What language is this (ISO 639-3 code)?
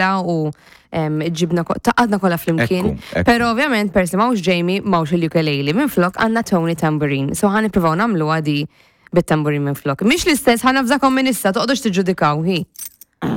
mlt